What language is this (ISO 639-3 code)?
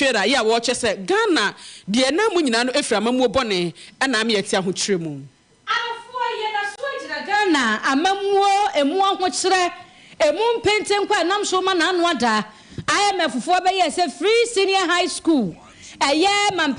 aka